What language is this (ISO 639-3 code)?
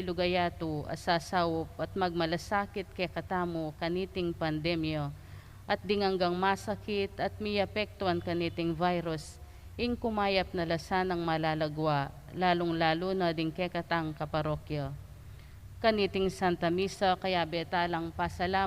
pam